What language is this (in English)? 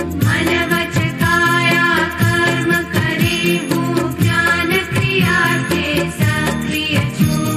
Gujarati